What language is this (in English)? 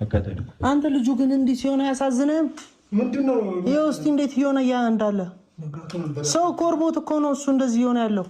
Amharic